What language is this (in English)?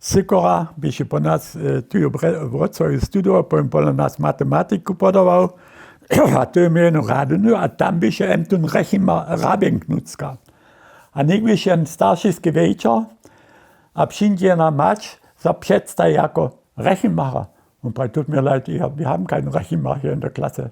Upper Sorbian